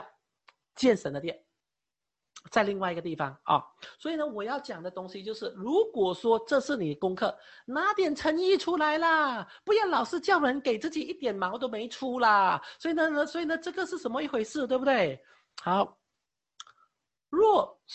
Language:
Chinese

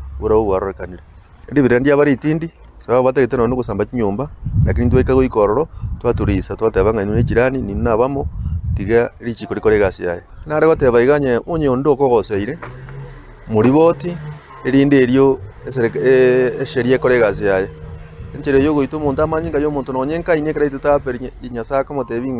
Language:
Gusii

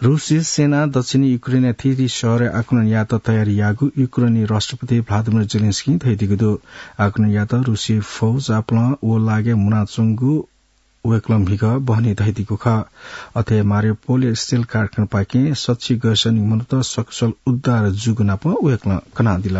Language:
Newari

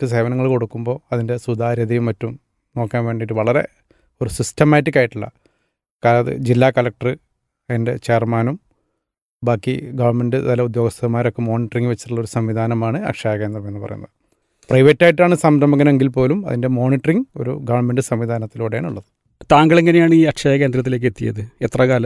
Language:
Malayalam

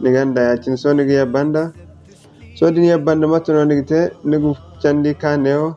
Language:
Zarma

